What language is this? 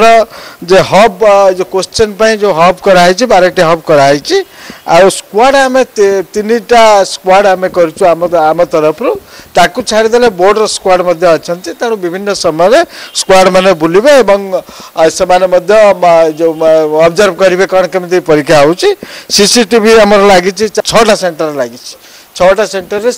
Odia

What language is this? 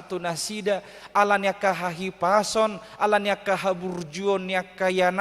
Batak Toba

